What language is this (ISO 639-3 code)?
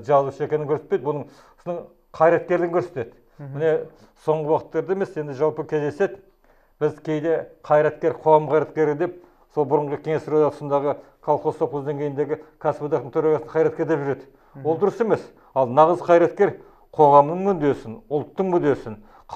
kaz